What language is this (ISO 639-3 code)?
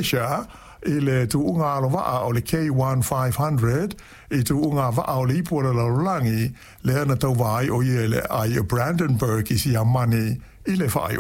smo